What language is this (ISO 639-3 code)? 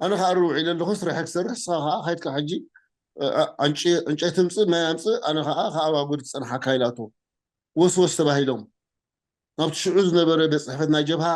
tir